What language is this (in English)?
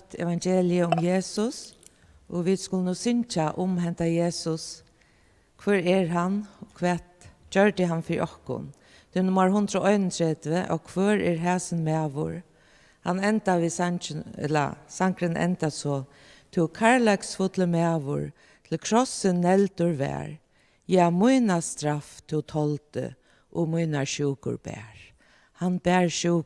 Faroese